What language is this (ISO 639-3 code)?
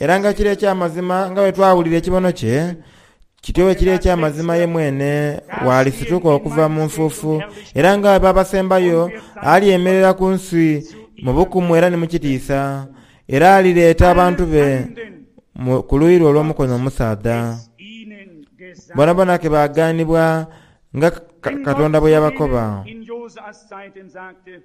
xog